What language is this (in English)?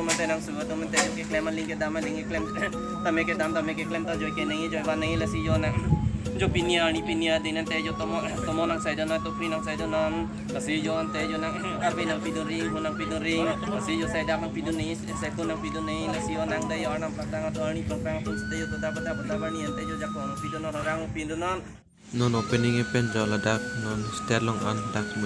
Karbi